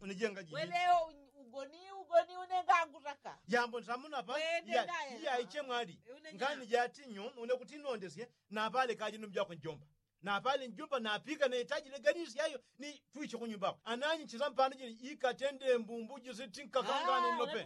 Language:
Yao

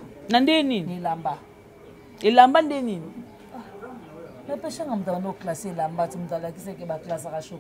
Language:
Lingala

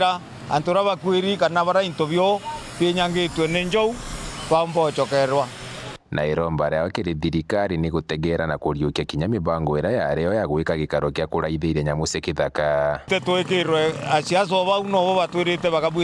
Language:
Meru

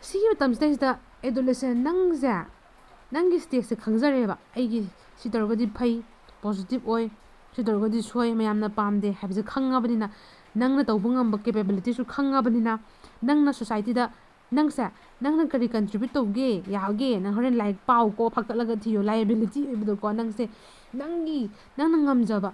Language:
Manipuri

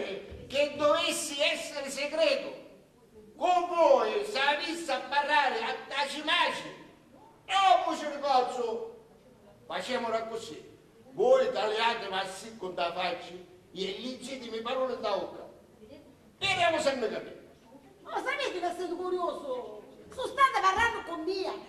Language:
Sicilian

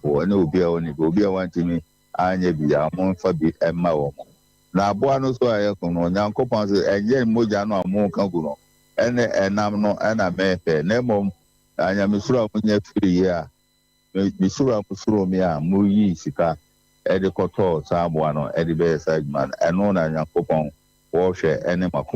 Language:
Akan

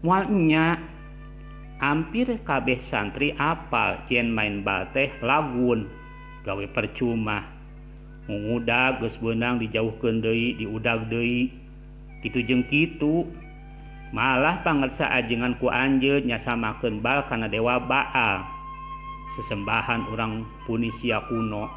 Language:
Sundanese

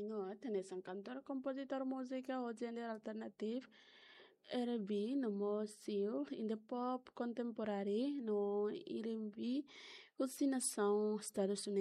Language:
Tetum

